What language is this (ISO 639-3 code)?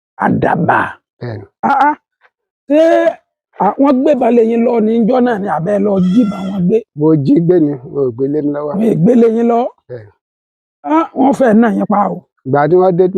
yor